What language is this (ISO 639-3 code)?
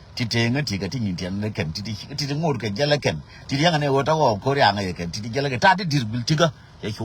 nus